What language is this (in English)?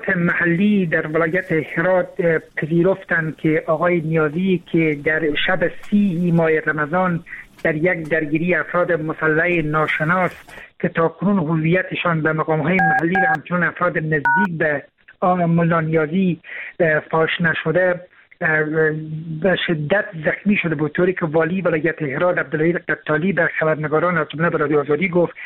Persian